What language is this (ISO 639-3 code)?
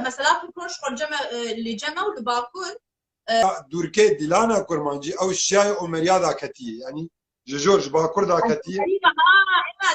kur